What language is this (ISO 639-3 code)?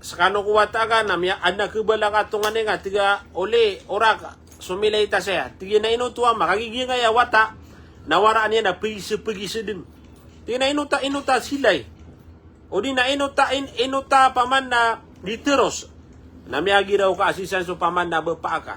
mrw